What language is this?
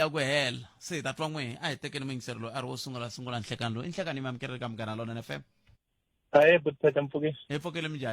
Tsonga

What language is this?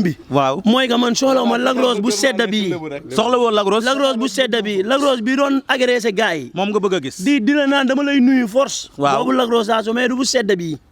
Wolof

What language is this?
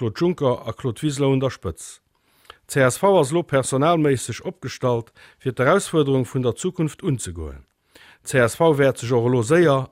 Luxembourgish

